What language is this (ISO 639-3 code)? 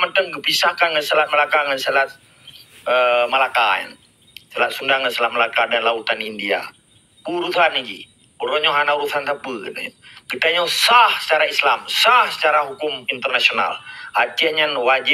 ace